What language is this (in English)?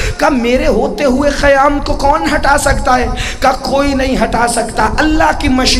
Urdu